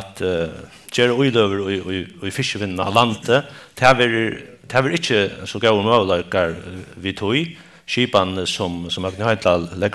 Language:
Faroese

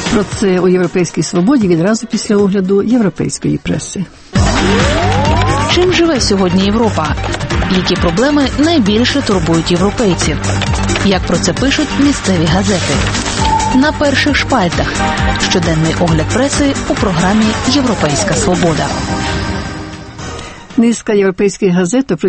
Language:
Ukrainian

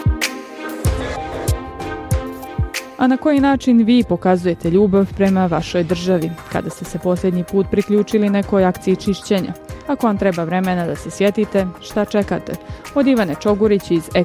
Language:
Bosnian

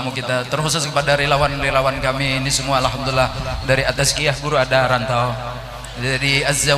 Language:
Banjar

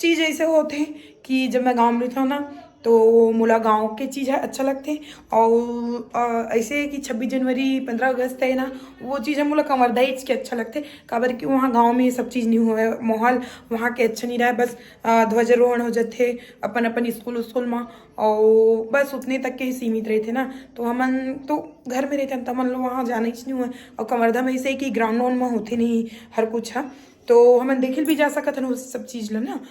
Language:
Chhattisgarhi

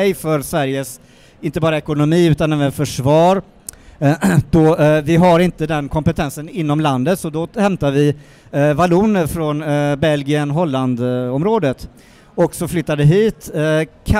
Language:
Swedish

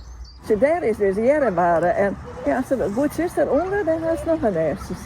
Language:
Western Frisian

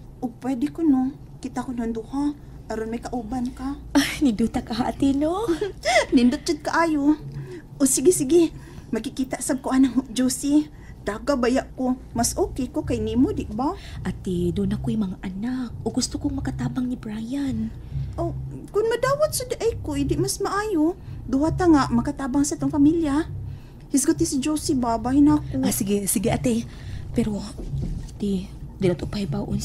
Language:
Cebuano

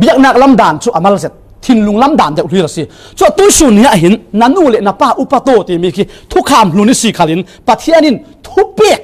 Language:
Falam Chin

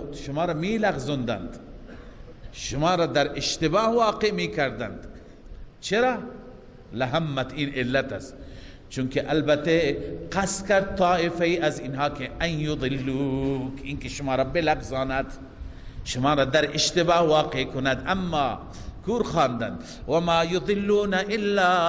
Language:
Persian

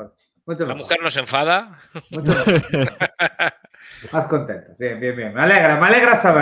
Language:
Spanish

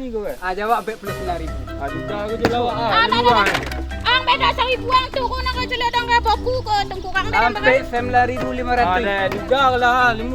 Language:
Minangkabau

